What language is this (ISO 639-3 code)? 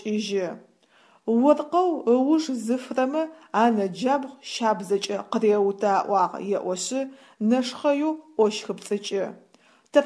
ady